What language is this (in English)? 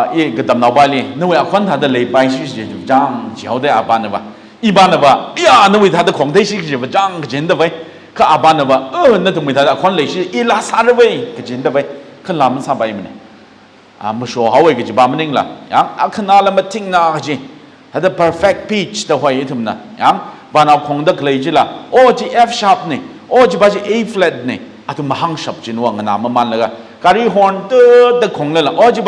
Tangkhul Naga (India)